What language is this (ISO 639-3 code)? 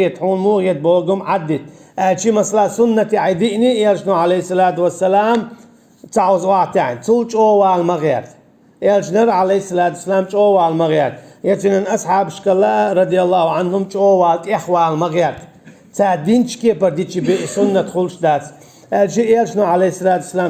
che